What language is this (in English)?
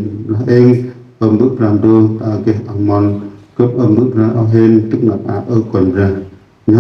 Central Mnong